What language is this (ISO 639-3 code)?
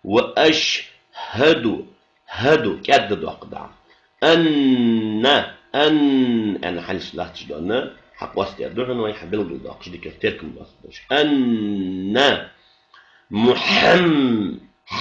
inh